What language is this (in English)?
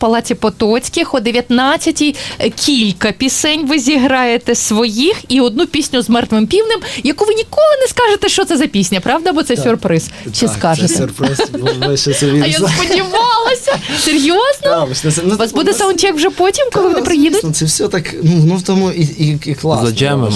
Ukrainian